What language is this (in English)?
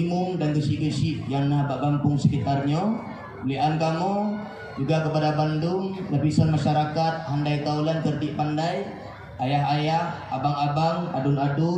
Achinese